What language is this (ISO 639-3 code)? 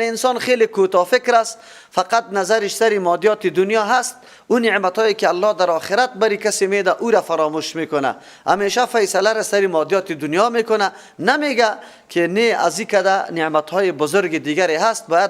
fas